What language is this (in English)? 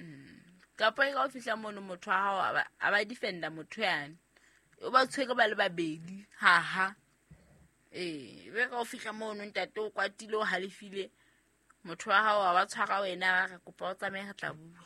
Southern Sotho